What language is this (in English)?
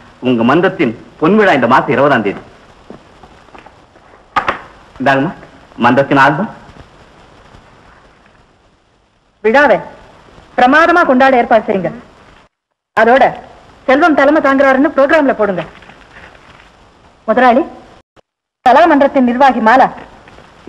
Tamil